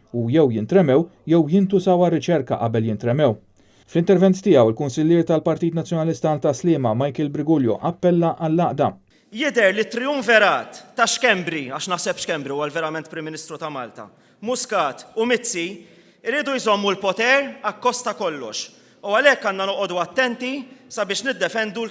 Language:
Maltese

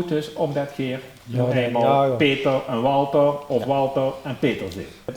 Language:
Limburgish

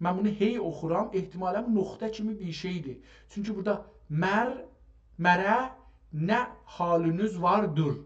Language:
South Azerbaijani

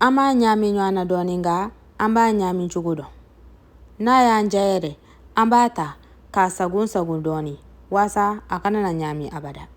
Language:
Bambara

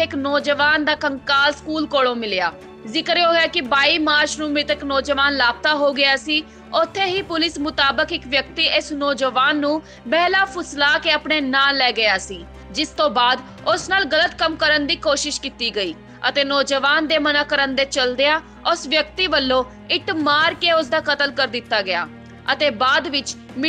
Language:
Punjabi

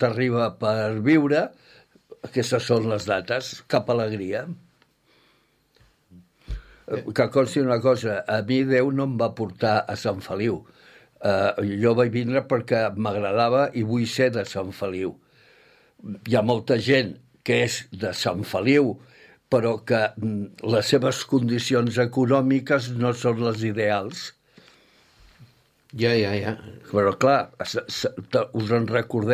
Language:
Catalan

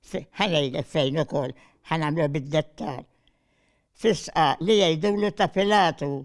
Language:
Maltese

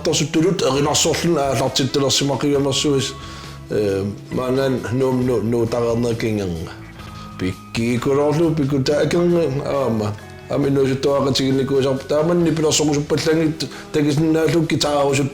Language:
Kalaallisut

